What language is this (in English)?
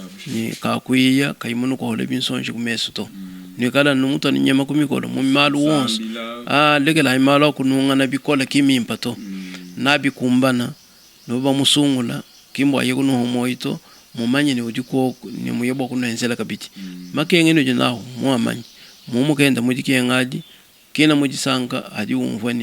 Luba-Lulua